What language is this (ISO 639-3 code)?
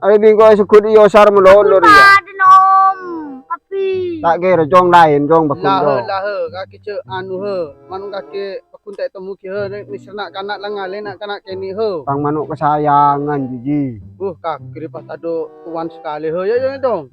mad